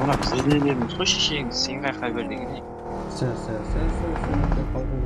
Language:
Kara-Kalpak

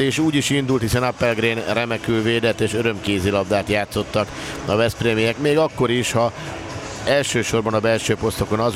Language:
Hungarian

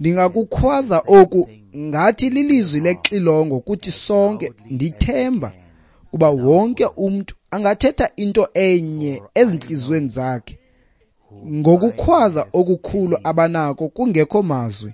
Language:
Xhosa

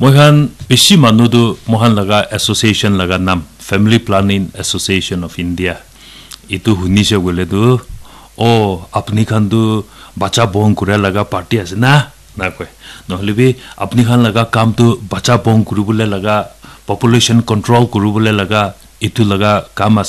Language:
Naga Pidgin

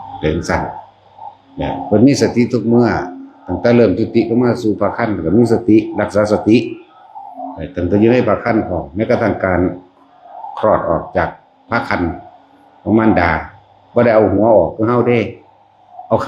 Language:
Northeastern Thai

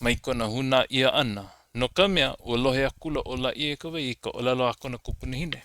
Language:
Hawaiian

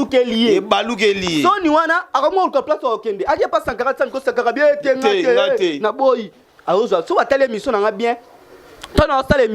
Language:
Lingala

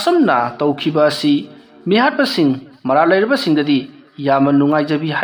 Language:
Manipuri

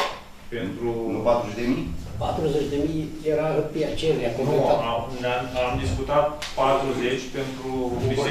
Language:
Romanian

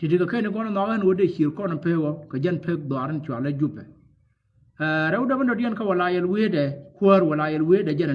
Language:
Nuer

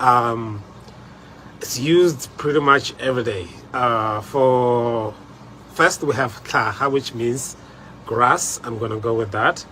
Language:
Tswana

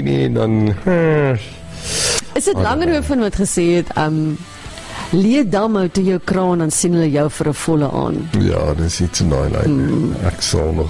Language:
Afrikaans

